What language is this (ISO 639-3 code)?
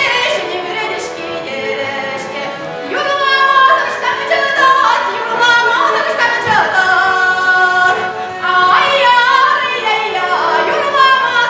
chv